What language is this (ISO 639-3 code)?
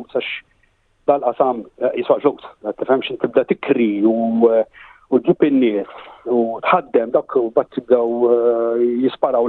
mlt